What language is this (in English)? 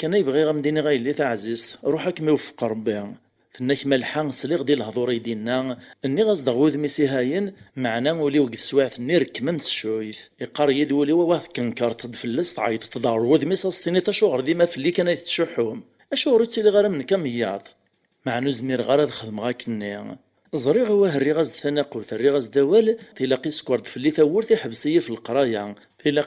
Kabyle